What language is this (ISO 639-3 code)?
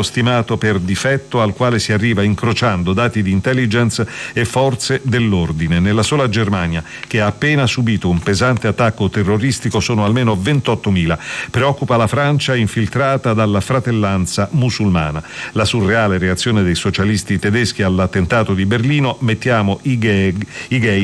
ita